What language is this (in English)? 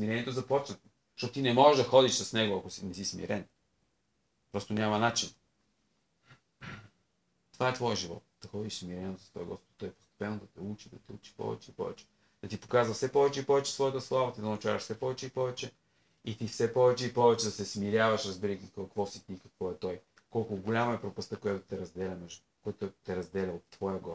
Bulgarian